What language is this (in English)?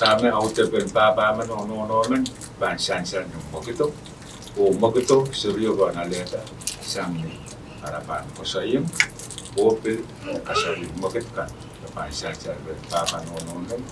Pohnpeian